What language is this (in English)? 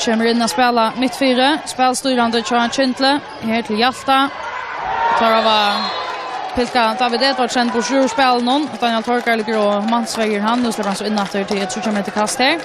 Faroese